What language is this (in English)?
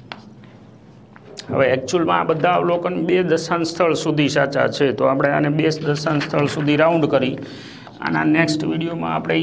Gujarati